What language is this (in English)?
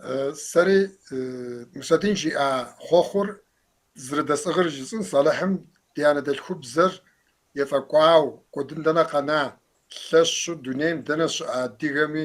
Kabardian